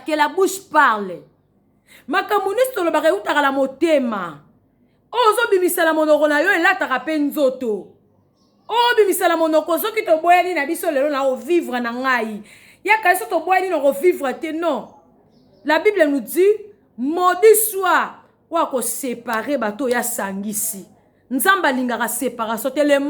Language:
Lingala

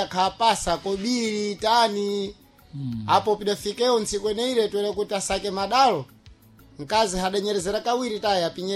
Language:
Sena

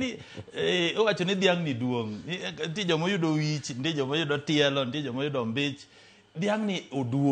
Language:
Luo (Kenya and Tanzania)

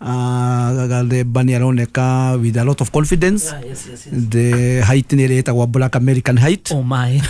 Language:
Kikuyu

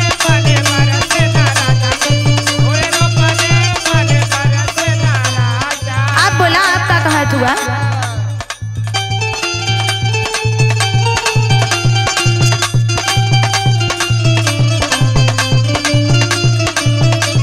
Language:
Bhojpuri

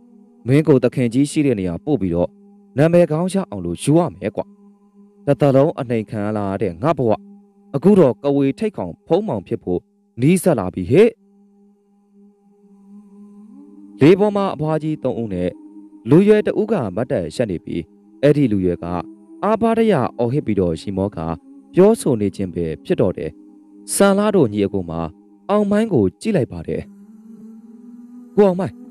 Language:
Burmese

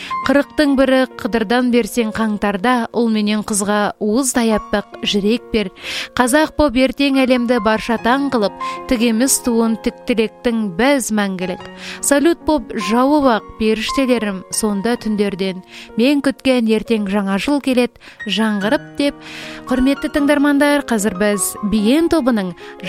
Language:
Kazakh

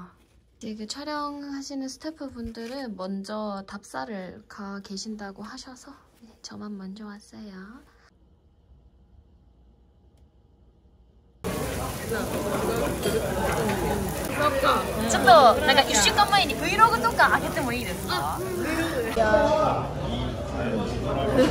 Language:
Korean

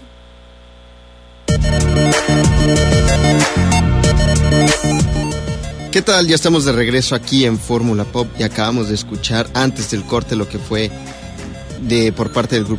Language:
Spanish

